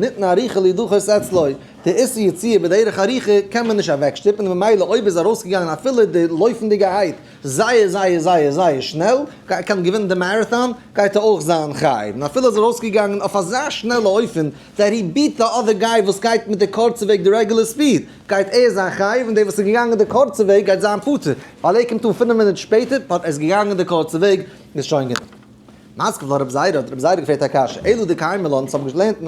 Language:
Yiddish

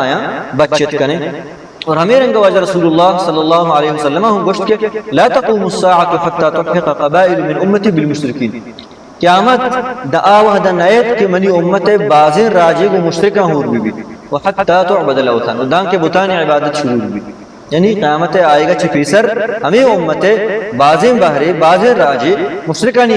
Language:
Baluchi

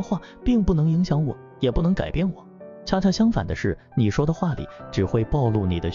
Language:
Chinese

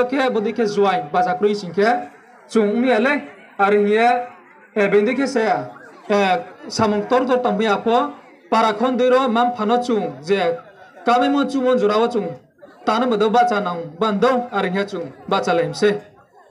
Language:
Riang (India)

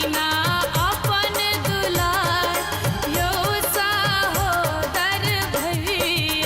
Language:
Maithili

